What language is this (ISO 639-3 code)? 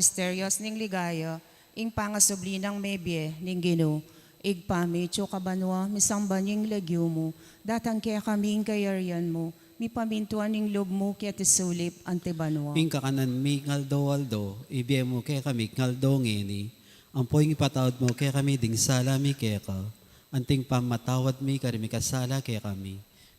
pam